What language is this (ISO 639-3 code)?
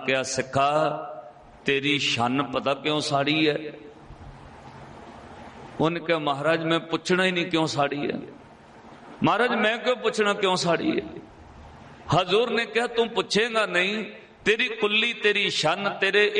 pan